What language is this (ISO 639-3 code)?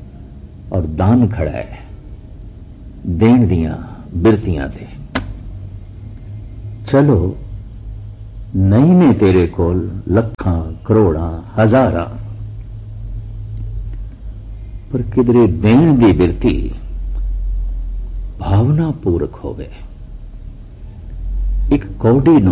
pan